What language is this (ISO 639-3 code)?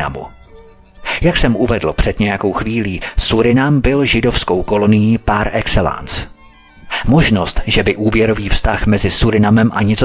ces